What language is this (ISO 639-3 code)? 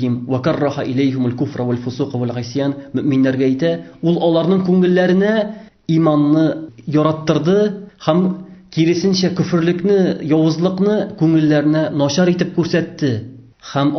tat